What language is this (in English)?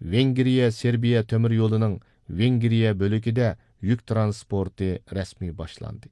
Uyghur